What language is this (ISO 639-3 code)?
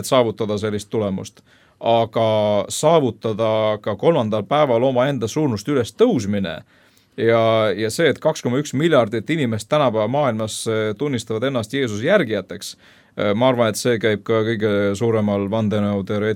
est